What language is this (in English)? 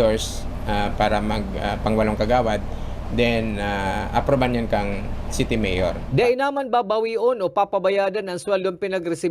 Bikol